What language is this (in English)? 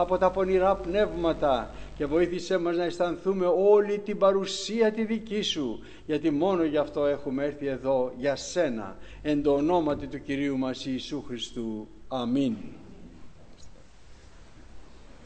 Greek